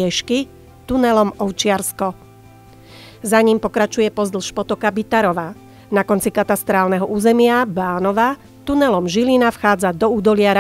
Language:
Slovak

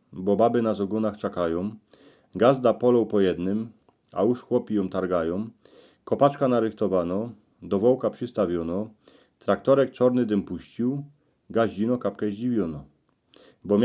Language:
Silesian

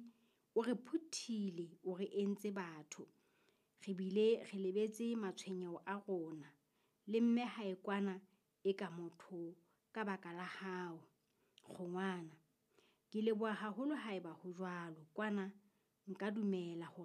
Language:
Southern Sotho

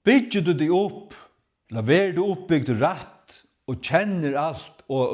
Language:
Faroese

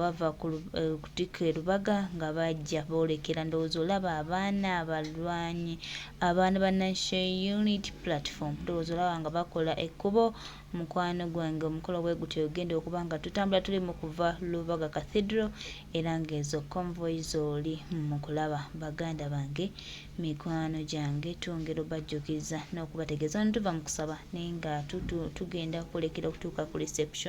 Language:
Ganda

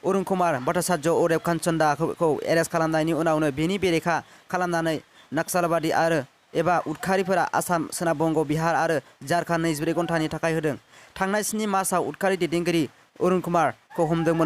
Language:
Bodo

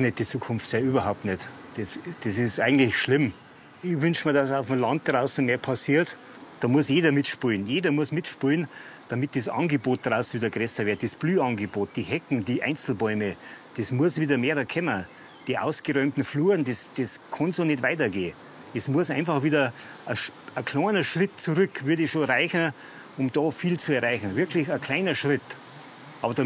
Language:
Bavarian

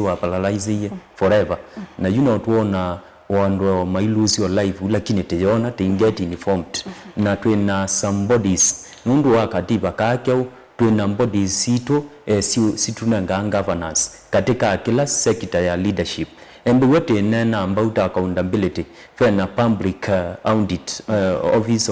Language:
Kamba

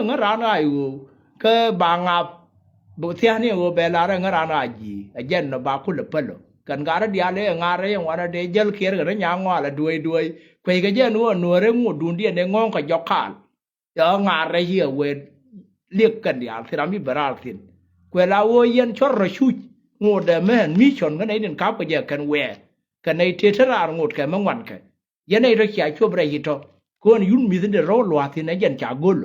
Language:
Nuer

